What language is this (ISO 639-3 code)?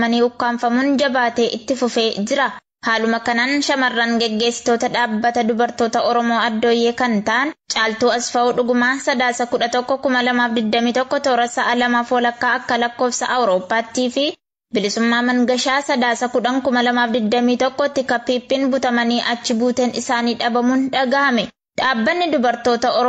orm